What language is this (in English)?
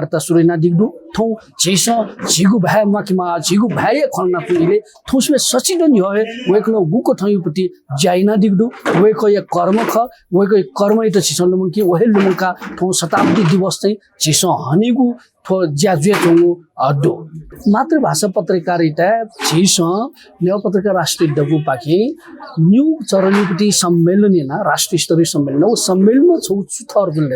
Newari